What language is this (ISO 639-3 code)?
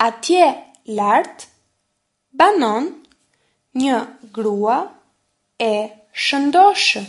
sqi